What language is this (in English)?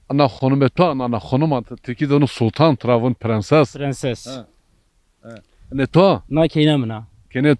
Zaza